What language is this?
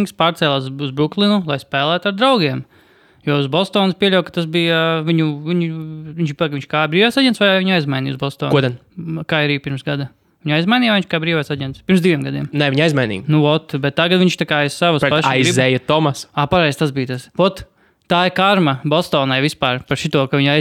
Latvian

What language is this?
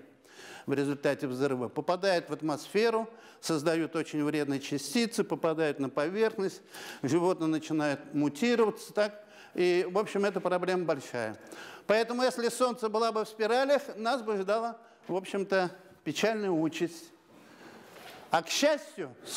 Russian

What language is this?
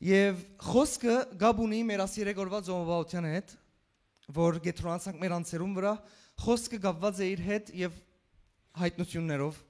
Western Armenian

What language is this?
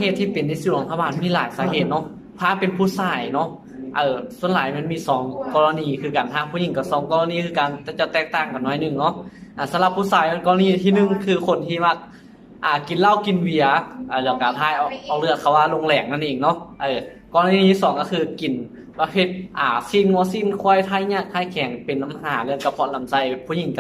Lao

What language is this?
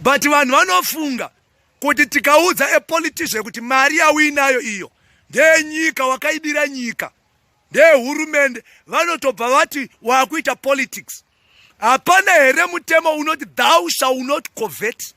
Shona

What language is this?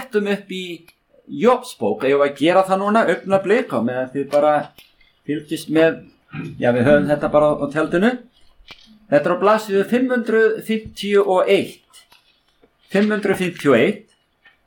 Icelandic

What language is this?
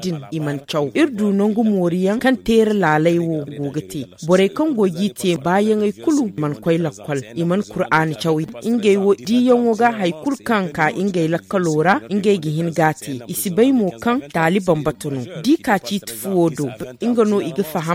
Zarma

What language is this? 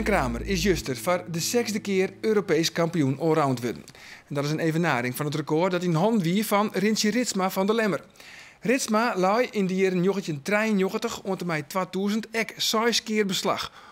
Western Frisian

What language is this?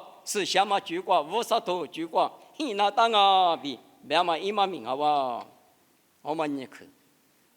Lisu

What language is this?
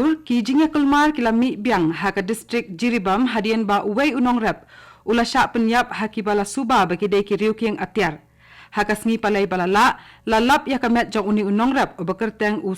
Khasi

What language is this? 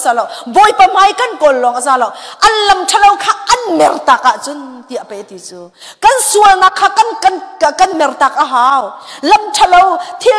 Hakha Chin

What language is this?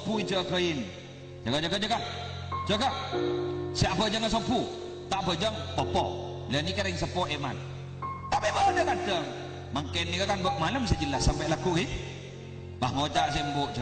Madurese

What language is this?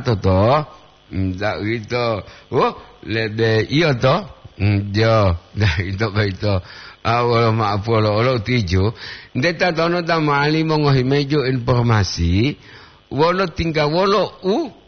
Gorontalo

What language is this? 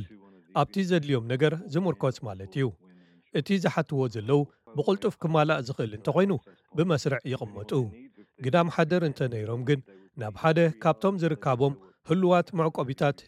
Tigrinya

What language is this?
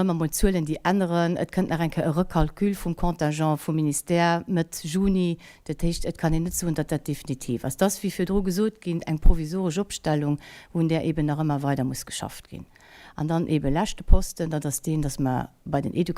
Luxembourgish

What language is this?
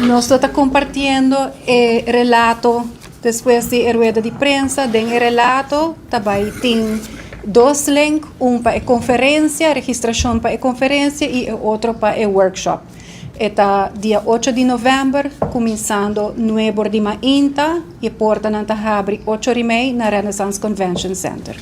Papiamento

